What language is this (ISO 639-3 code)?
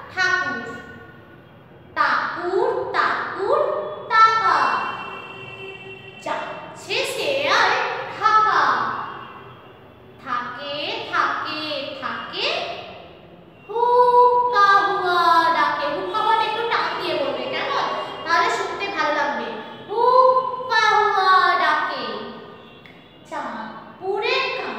ben